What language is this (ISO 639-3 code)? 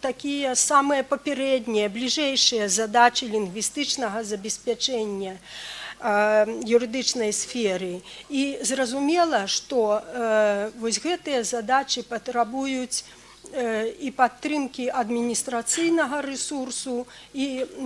bel